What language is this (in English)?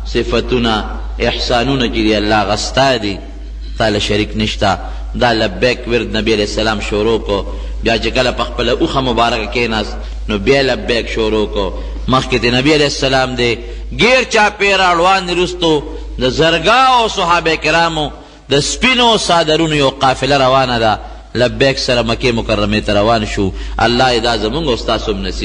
Pashto